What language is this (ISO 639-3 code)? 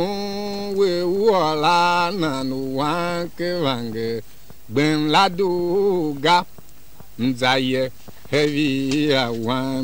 tiv